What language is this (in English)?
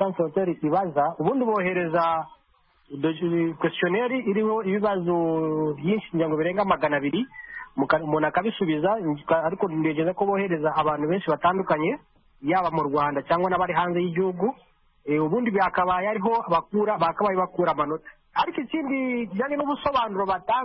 Kinyarwanda